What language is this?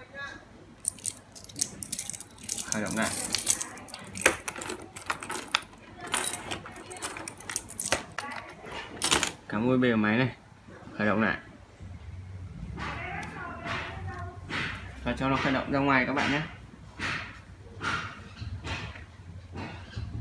Vietnamese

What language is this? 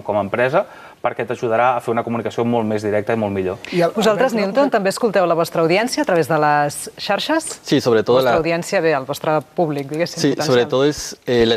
Catalan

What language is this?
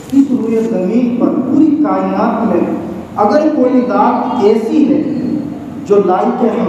Urdu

